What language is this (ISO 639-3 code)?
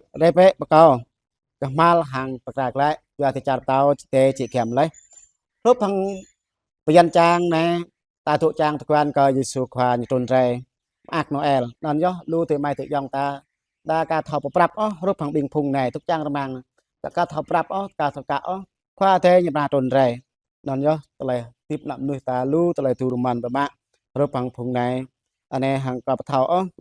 jra